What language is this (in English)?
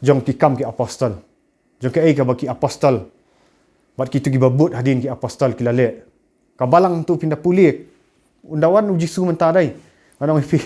Khasi